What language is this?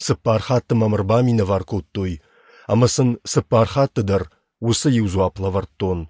Ossetic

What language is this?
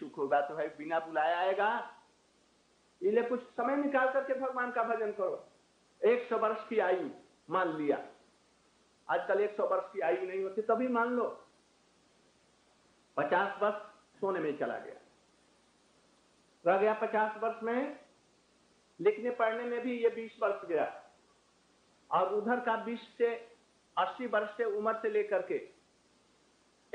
Hindi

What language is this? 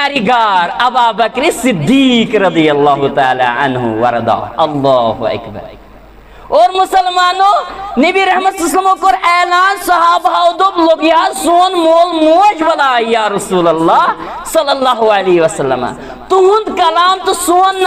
Kashmiri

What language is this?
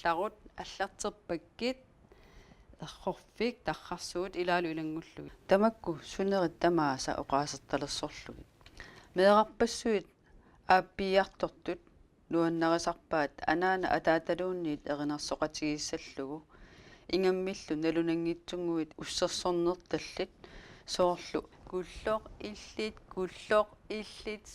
Kalaallisut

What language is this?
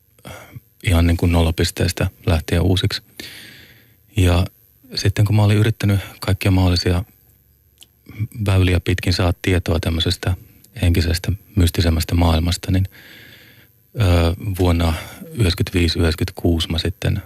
Finnish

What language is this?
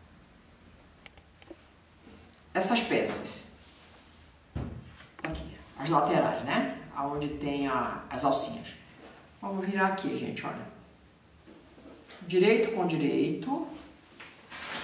Portuguese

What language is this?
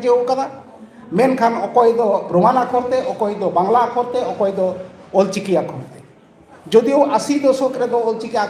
Santali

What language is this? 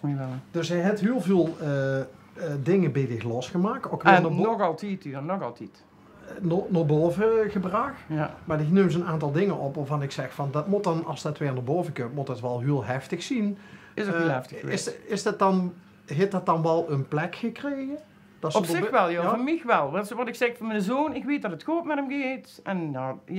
Limburgish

